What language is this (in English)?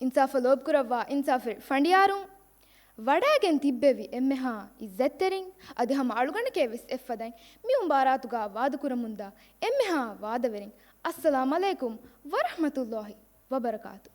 Divehi